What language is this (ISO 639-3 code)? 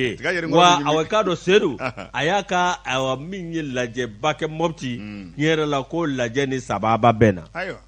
bam